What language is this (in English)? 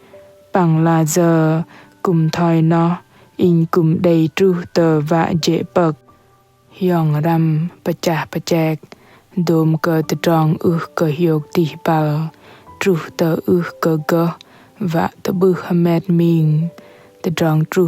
Bahnar